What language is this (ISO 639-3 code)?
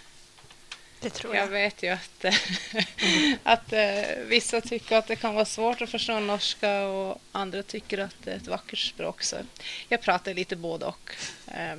swe